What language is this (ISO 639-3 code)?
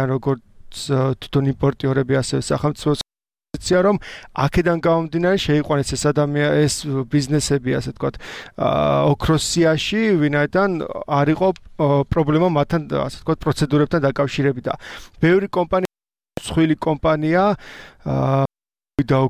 kat